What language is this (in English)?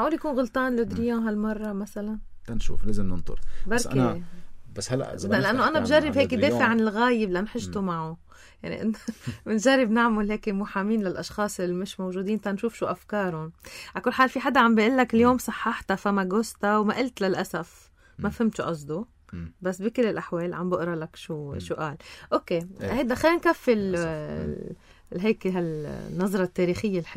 North Levantine Arabic